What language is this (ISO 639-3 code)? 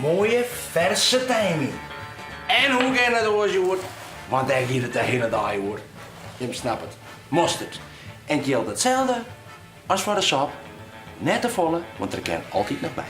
fry